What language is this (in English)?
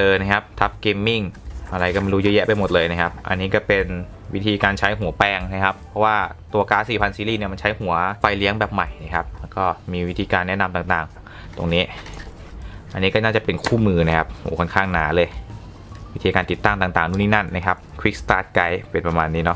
Thai